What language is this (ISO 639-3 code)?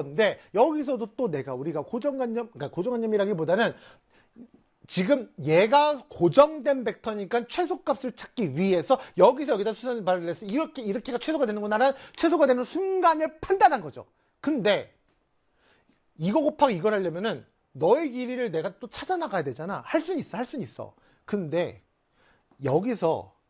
kor